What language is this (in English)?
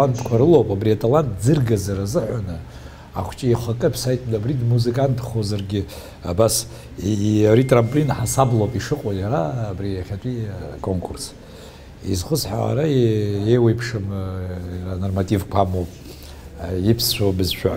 Abkhazian